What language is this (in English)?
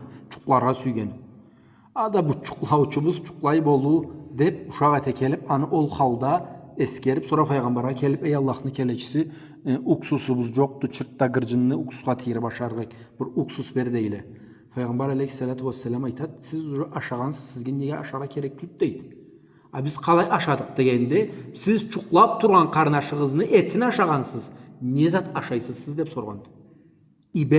Karachay-Balkar